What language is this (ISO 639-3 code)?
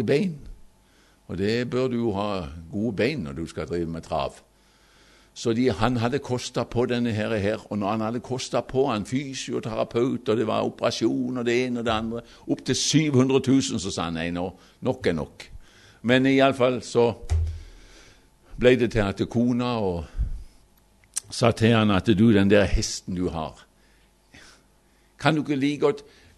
nor